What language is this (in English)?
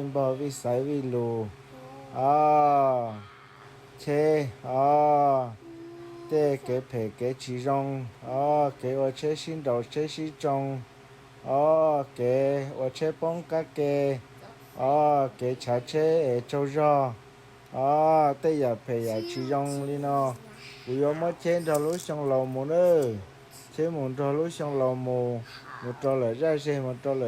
Hmong